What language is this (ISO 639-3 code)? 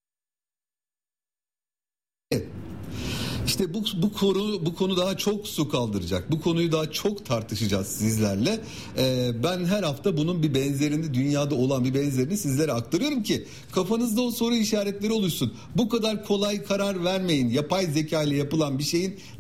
tur